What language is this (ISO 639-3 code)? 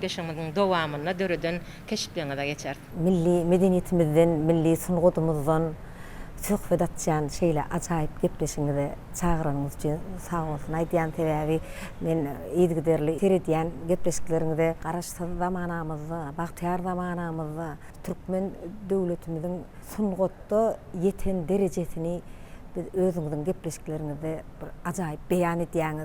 tuk